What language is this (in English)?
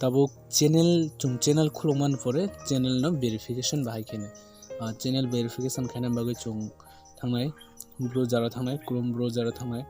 Kok Borok